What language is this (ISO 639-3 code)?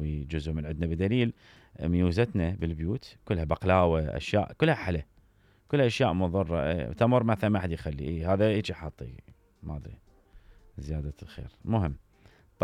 acm